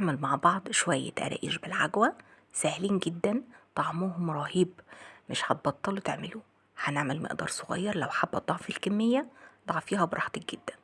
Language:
Egyptian Arabic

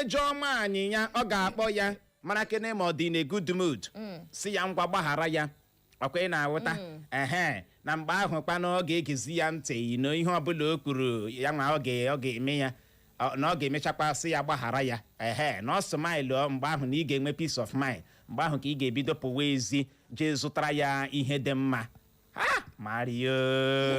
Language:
Igbo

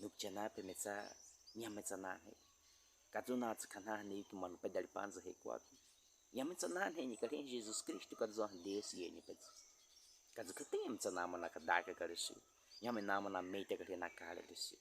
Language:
Baniwa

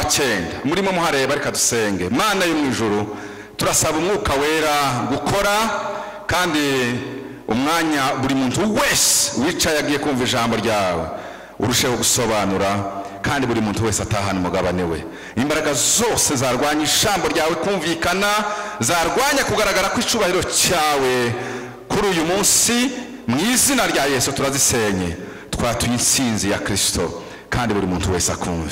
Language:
Kinyarwanda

